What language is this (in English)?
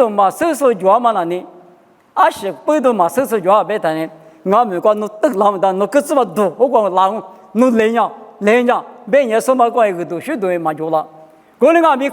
Lisu